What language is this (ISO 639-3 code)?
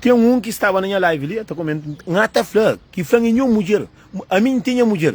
kea